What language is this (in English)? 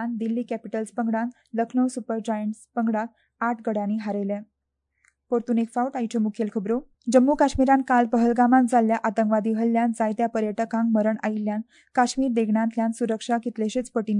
Konkani